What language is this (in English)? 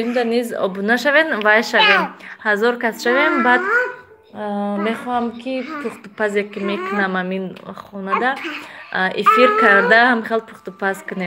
Tajik